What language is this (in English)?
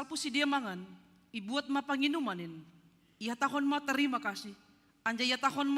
Batak Simalungun